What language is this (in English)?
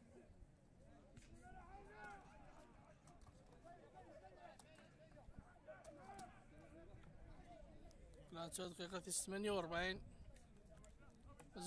Arabic